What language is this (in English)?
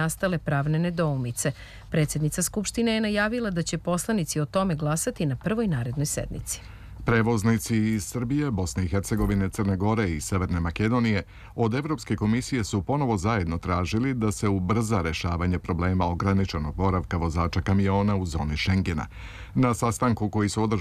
Serbian